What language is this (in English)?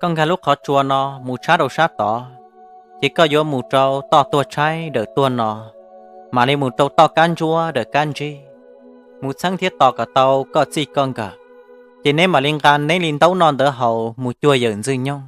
Hmong